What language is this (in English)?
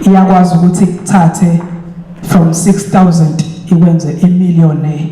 Zulu